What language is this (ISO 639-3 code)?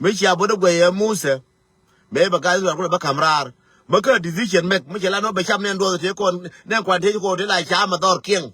nus